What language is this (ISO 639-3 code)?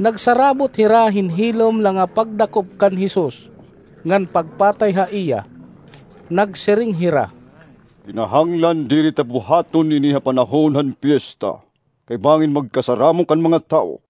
war